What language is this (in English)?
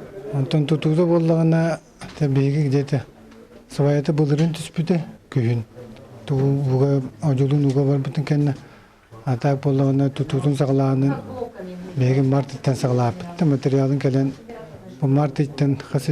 Yakut